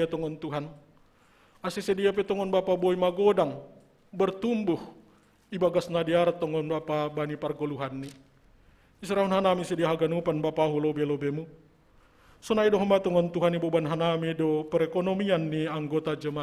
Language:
Batak Simalungun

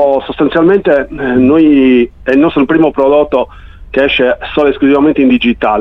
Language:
Italian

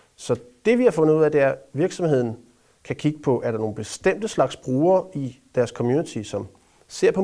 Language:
Danish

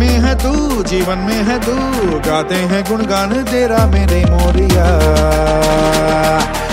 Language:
Hindi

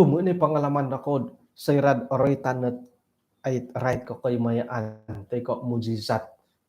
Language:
Central Dusun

